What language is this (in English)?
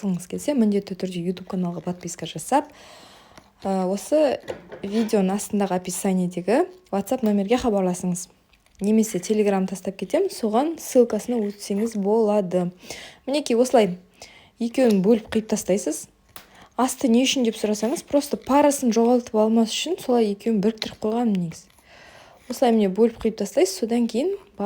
Kazakh